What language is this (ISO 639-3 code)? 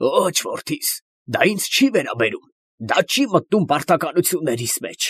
hye